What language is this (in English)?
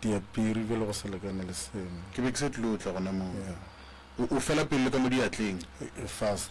Northern Sotho